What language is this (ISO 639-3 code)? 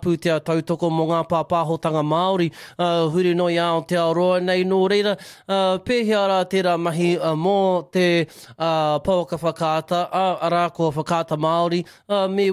mri